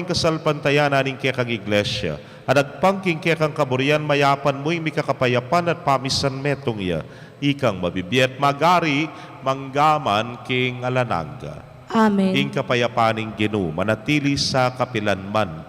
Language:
Pampanga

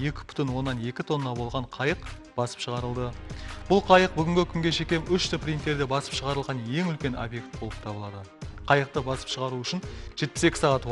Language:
Kara-Kalpak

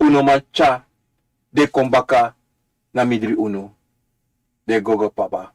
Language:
Sranan Tongo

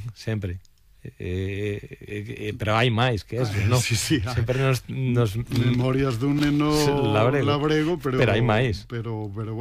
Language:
Galician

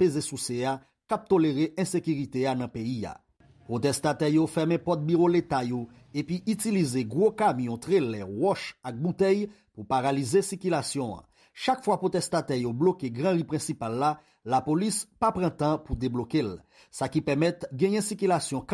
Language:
Haitian Creole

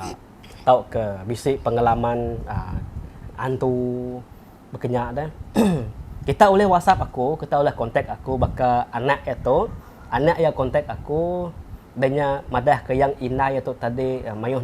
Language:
Iban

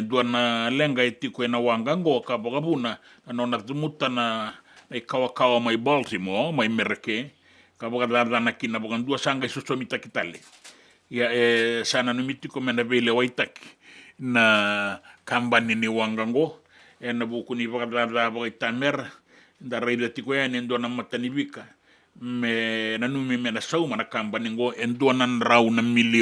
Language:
Fijian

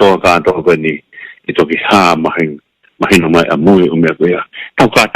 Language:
Tongan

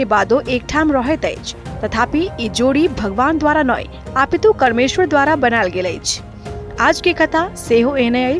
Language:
Maithili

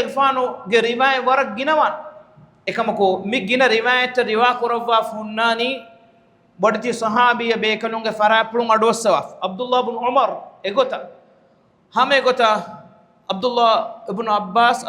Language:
Divehi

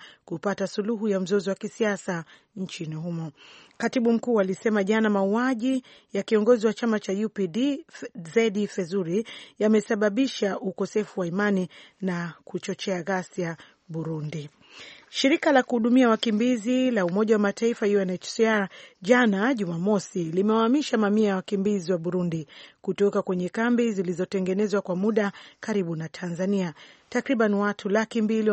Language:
Swahili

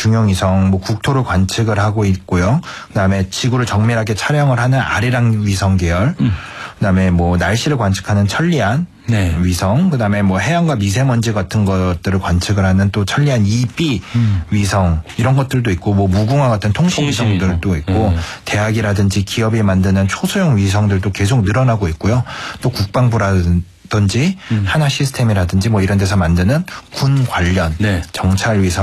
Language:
Korean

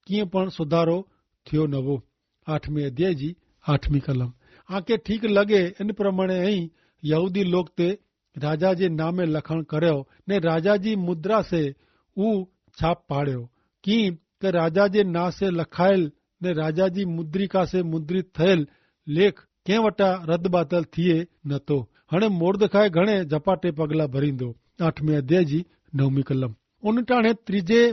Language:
Kachhi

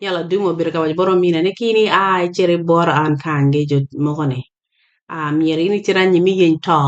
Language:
Acoli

